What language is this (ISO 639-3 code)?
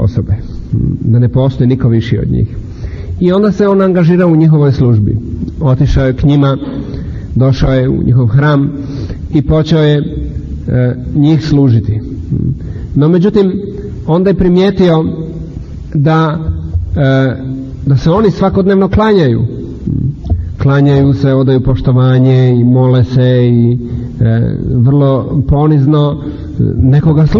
hrv